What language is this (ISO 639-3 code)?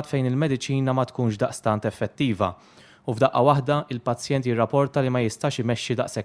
mlt